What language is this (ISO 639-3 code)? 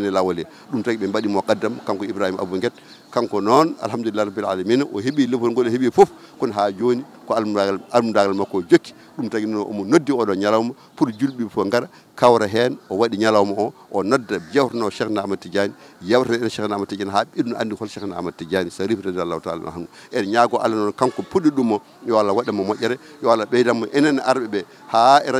ful